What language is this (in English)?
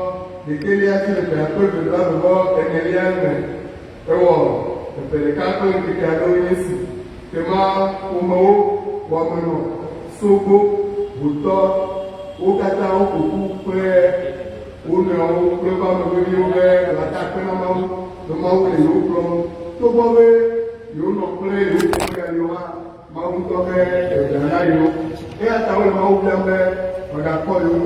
Ewe